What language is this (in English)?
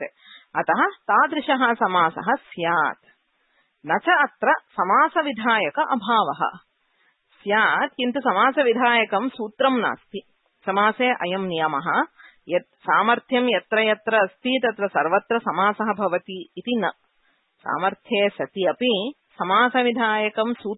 Sanskrit